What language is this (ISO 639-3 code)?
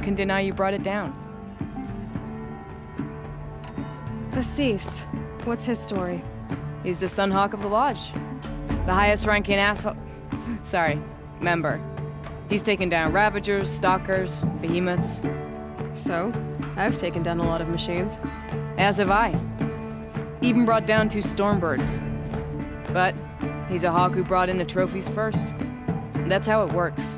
eng